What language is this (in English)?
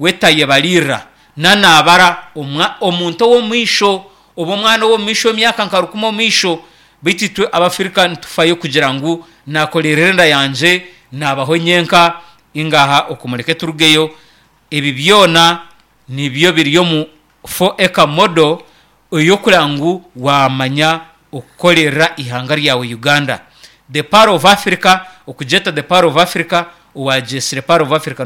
Nyankole